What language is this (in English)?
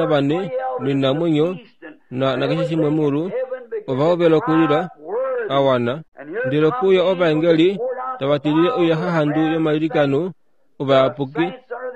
Kuanyama